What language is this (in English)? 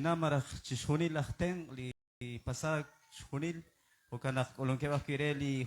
Kekchí